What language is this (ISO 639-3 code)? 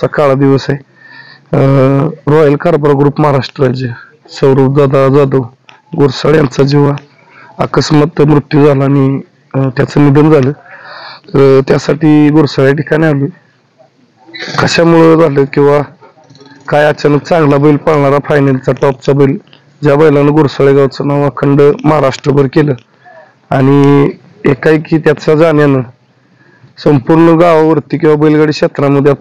mar